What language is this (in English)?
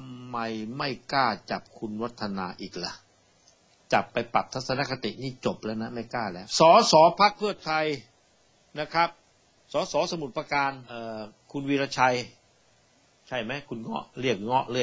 Thai